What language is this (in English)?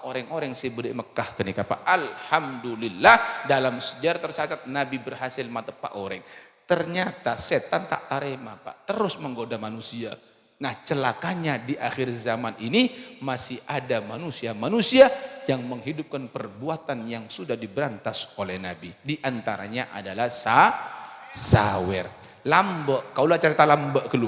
Madurese